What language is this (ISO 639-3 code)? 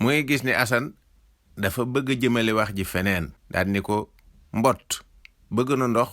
wol